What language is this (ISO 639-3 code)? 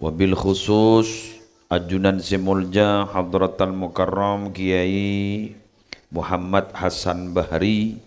mad